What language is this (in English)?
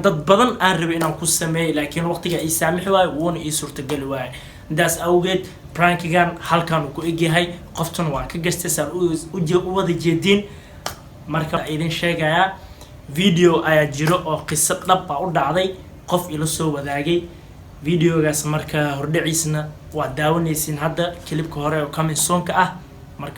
Somali